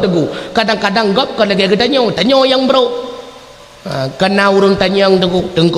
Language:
Achinese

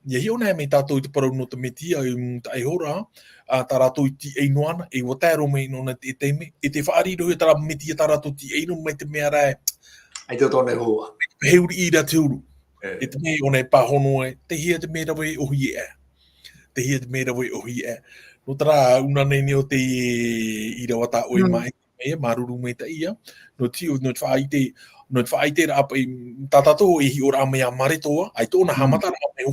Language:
Tahitian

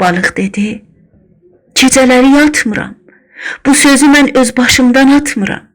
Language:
South Azerbaijani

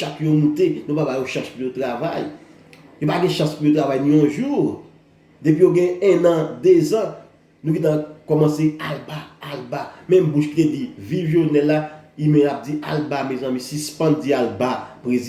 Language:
Haitian Creole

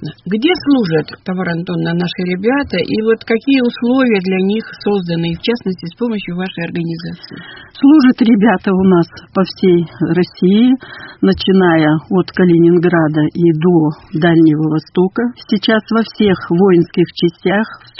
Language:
Russian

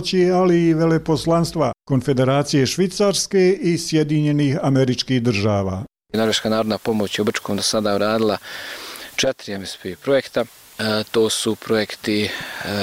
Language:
Bosnian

